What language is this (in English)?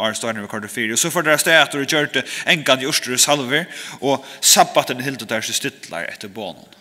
Faroese